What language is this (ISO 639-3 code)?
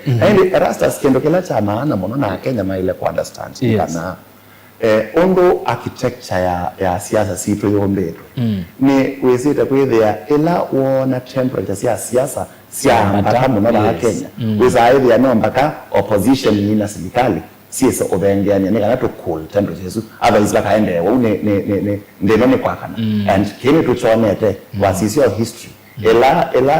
kam